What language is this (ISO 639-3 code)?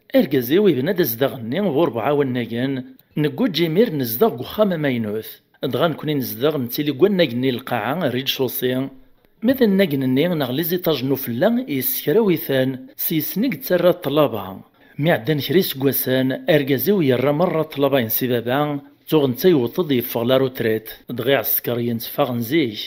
kab